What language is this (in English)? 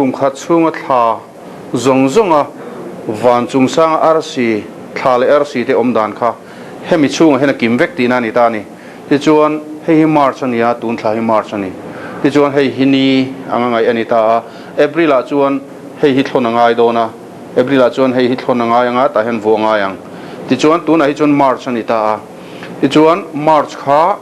Mizo